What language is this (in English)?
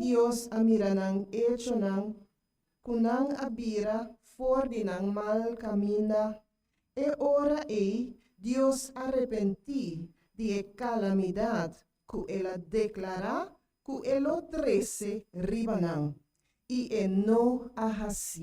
Papiamento